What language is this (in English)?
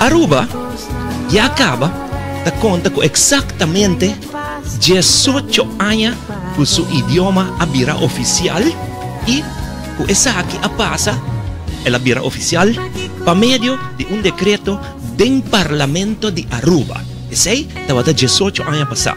Papiamento